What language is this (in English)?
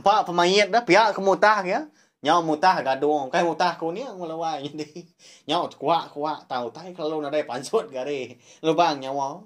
Iban